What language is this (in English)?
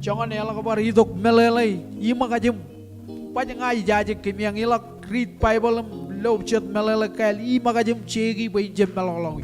Marshallese